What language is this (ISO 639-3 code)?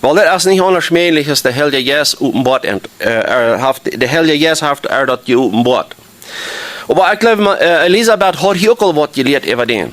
pdt